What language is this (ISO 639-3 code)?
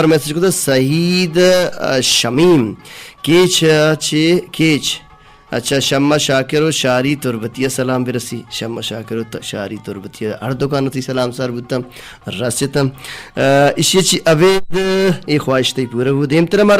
bal